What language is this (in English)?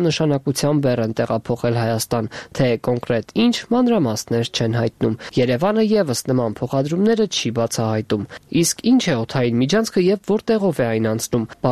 Armenian